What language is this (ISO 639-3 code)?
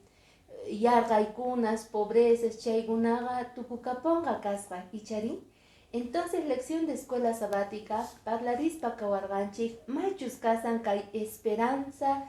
que